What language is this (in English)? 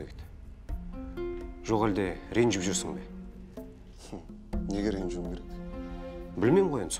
Kazakh